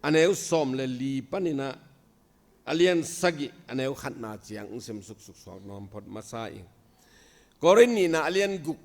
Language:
Tedim Chin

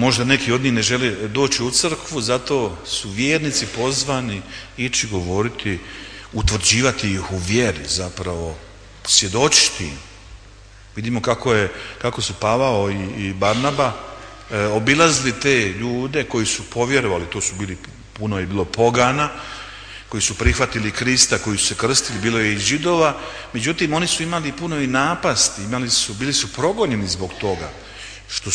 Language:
Croatian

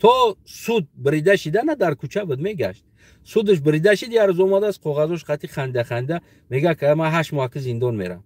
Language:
Tajik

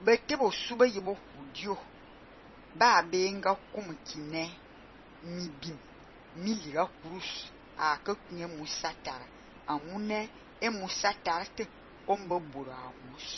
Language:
Fang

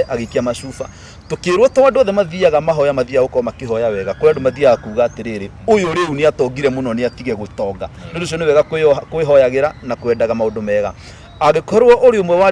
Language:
Kikuyu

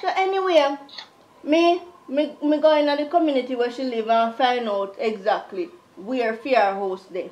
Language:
Jamaican Creole English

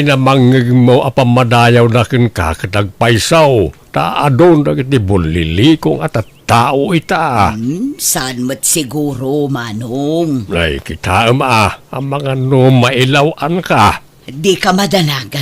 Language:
Iloko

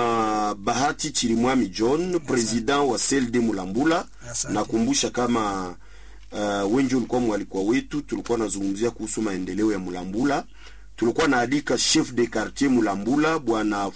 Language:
Swahili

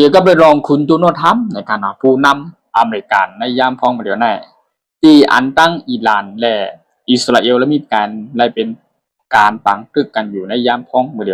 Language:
Shan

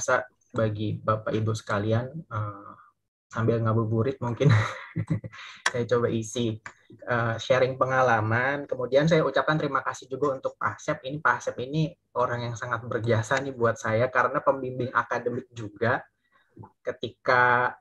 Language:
Indonesian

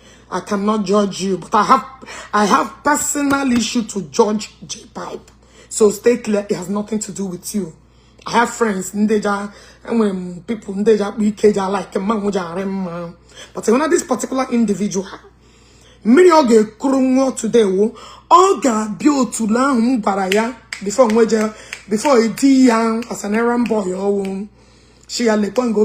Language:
Igbo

